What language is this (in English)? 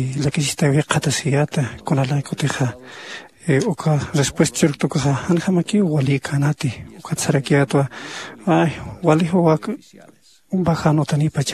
Aymara